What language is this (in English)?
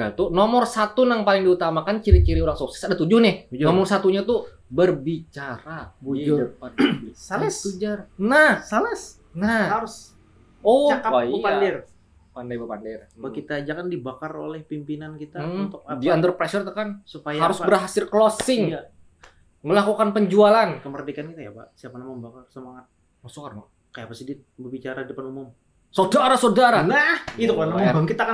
Banjar